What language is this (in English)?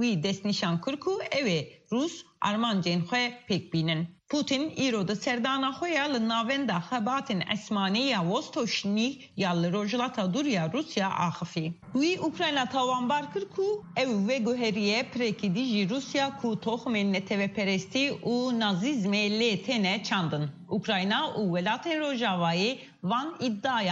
Kurdish